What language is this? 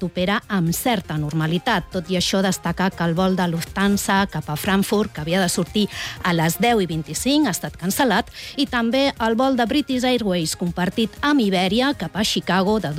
Catalan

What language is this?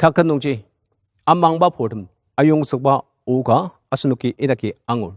Ao Naga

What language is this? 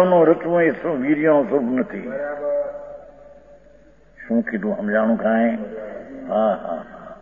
Gujarati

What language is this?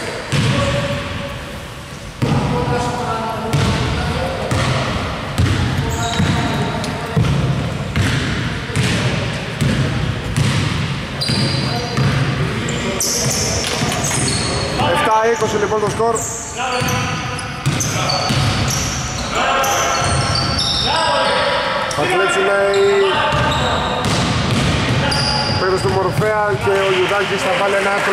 Greek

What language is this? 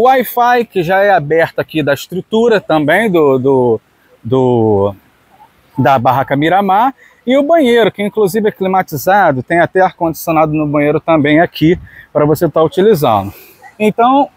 Portuguese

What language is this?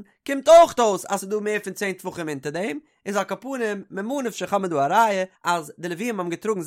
Yiddish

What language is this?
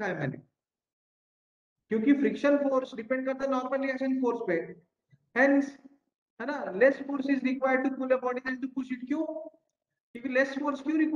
Hindi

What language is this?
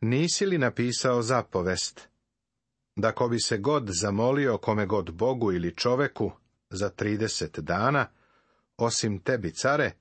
Serbian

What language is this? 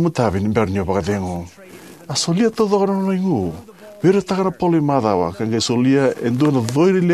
Fijian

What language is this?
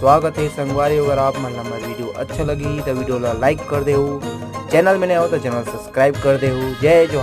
Chhattisgarhi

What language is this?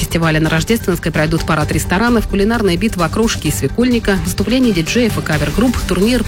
Russian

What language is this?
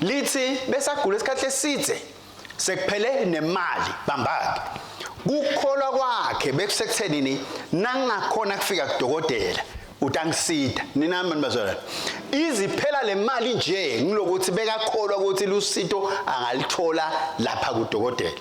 Swati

